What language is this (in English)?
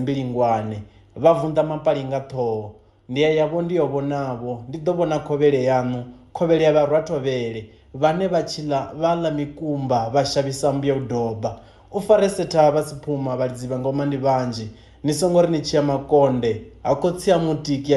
Venda